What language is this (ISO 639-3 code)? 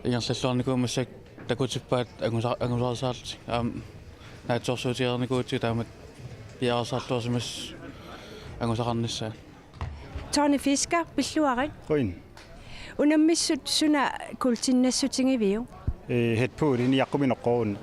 kal